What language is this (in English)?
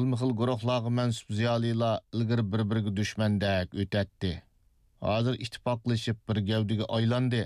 Uyghur